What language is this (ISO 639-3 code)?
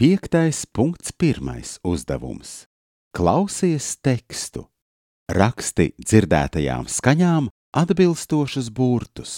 lav